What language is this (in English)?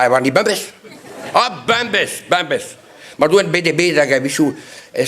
Breton